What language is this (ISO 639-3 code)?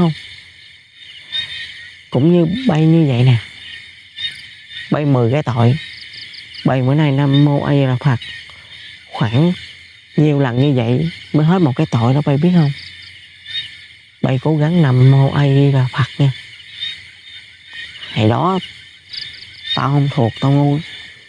vie